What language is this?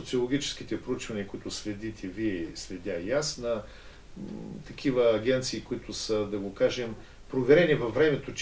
Bulgarian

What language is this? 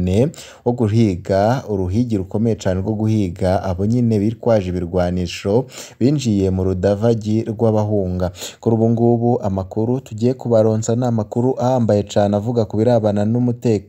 Rundi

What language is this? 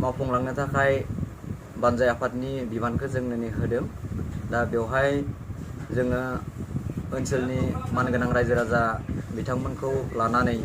Bodo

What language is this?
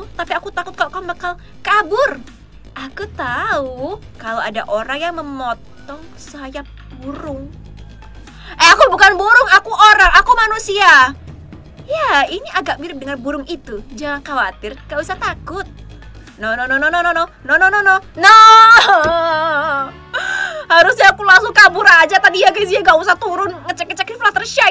Indonesian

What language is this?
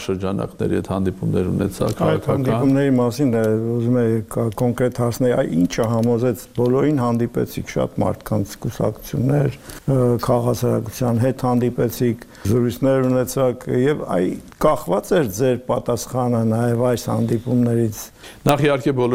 Armenian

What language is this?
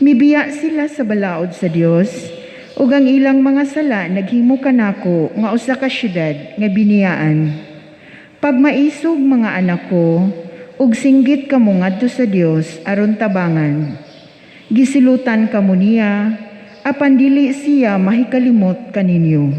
Cebuano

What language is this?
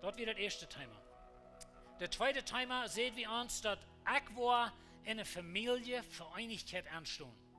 Plautdietsch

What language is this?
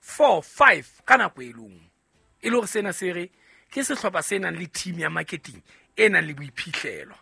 Southern Sotho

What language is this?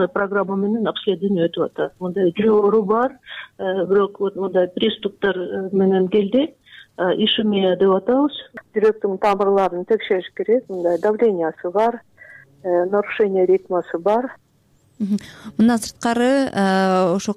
Kyrgyz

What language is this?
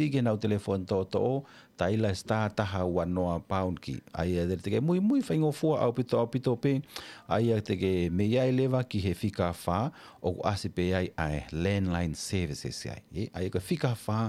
Tongan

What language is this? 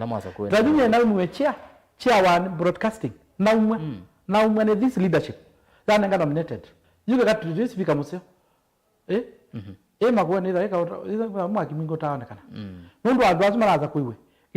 Kamba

